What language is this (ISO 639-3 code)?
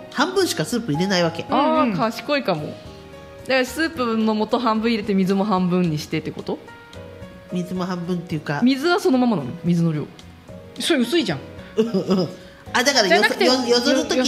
jpn